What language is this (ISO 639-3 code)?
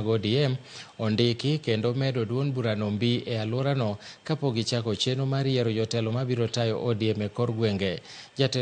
luo